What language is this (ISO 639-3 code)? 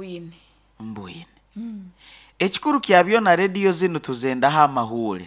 nyo